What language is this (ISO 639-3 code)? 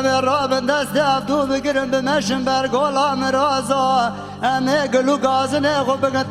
kur